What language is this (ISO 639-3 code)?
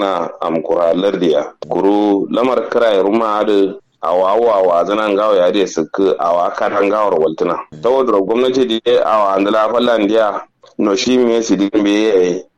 kau